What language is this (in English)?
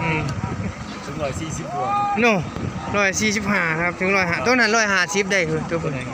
Northeastern Thai